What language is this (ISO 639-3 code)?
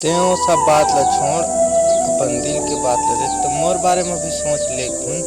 hne